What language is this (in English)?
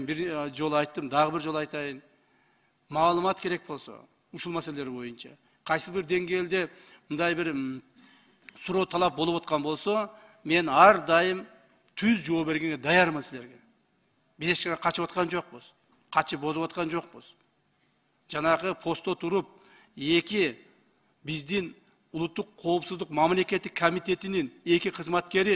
Kyrgyz